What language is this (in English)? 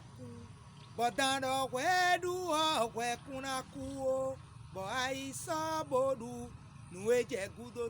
Fon